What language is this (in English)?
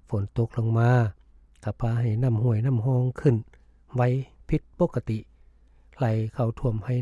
Lao